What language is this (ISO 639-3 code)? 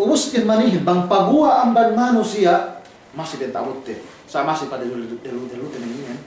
yka